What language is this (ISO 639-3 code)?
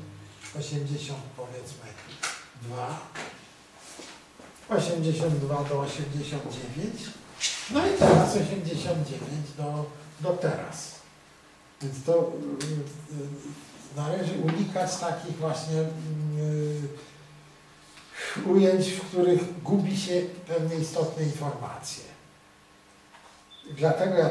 pol